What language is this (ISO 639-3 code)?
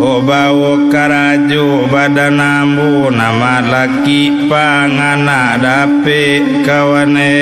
min